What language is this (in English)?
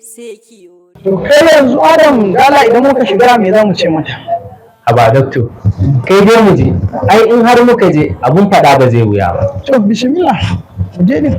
Hausa